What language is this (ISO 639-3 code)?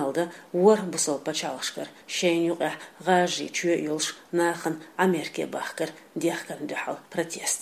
che